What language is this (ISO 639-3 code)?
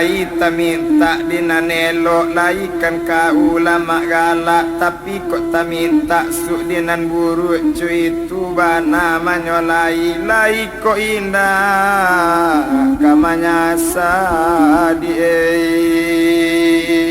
min